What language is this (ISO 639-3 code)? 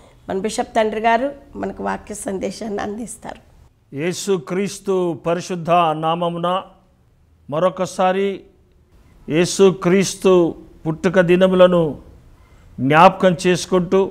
tel